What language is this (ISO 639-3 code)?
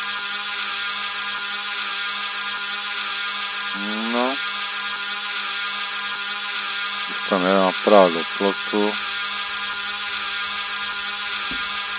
ces